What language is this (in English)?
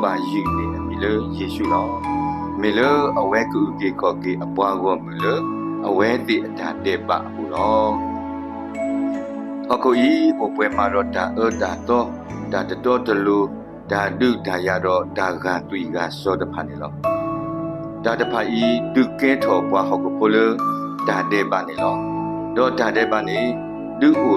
S'gaw Karen